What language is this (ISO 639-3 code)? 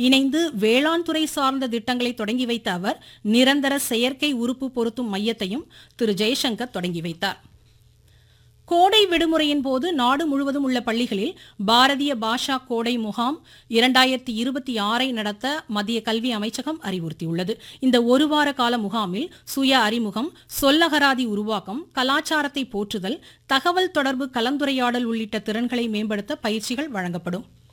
tam